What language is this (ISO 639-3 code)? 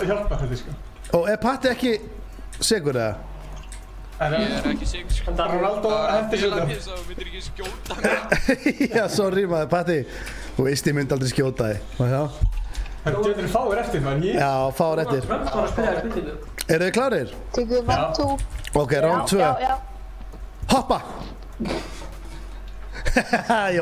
isl